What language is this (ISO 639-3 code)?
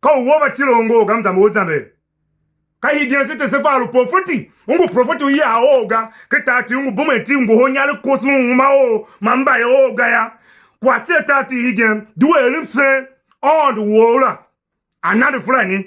tiv